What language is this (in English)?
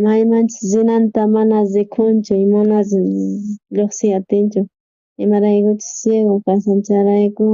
South Bolivian Quechua